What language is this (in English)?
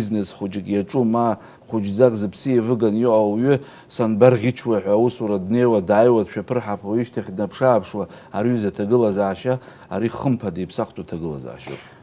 Abkhazian